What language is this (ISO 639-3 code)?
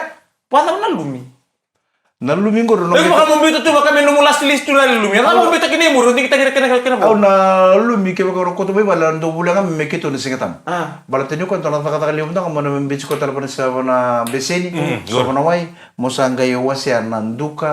fij